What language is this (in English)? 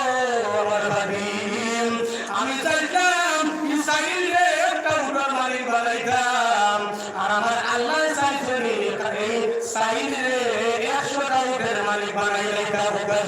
Sylheti